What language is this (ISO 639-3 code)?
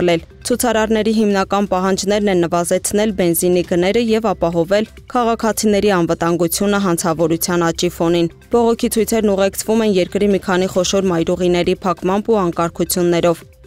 hye